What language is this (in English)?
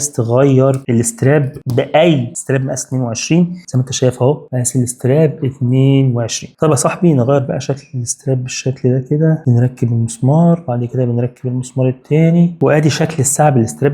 Egyptian Arabic